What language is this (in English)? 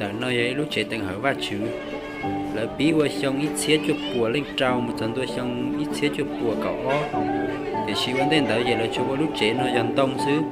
Hmong